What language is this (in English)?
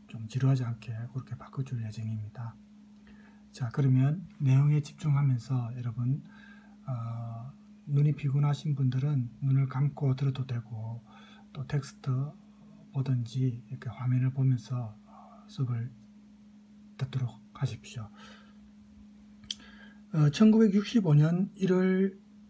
Korean